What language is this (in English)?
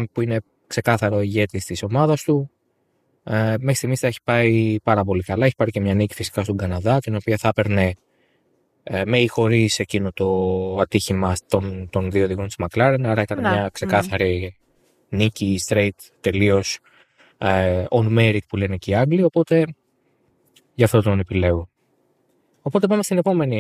Greek